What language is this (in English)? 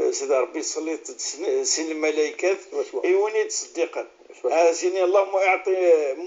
Moroccan Arabic